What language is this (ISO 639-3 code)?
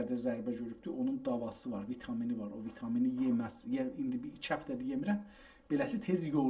azb